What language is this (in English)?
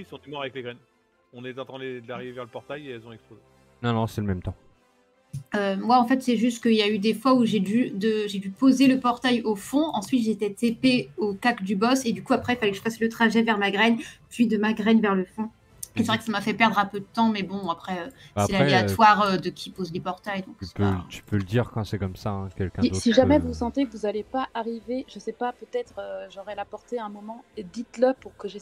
French